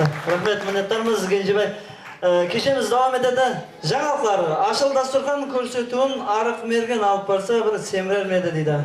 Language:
Kara-Kalpak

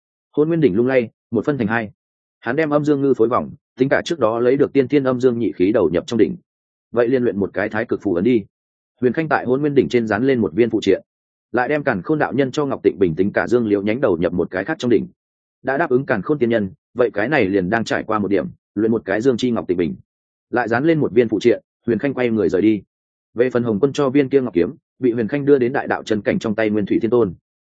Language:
Vietnamese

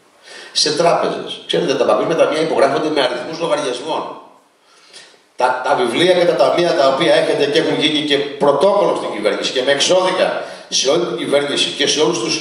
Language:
Greek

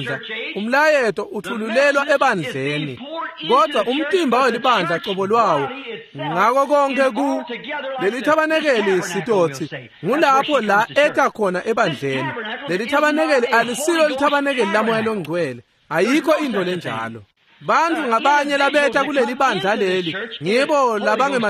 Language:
Swati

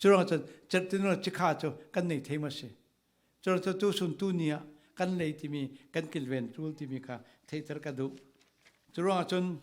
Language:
Falam Chin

